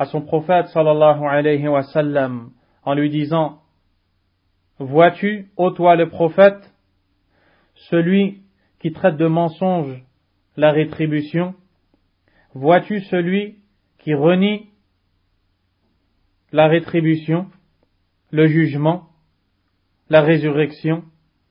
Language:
French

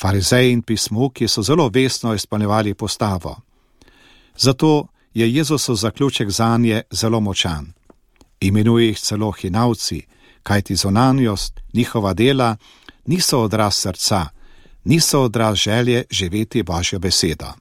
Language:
Slovenian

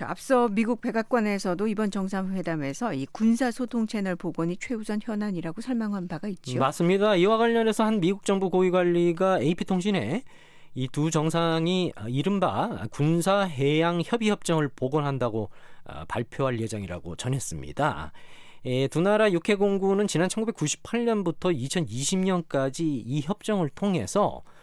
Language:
Korean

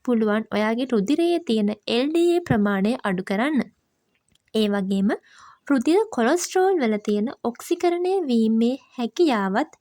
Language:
Sinhala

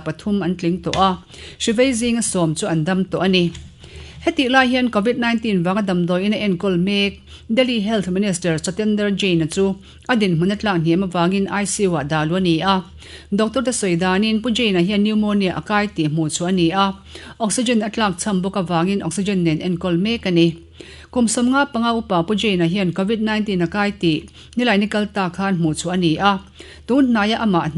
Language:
Mizo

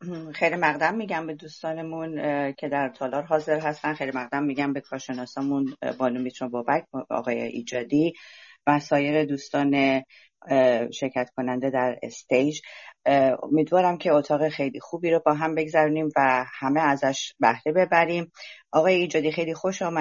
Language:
Persian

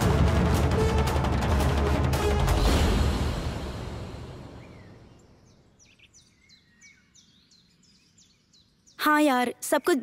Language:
Bhojpuri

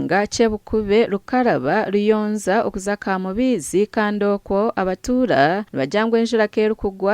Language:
Nyankole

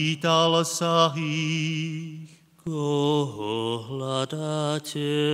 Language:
Slovak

